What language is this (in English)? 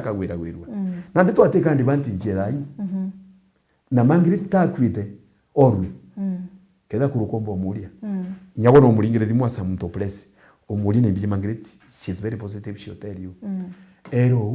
Meru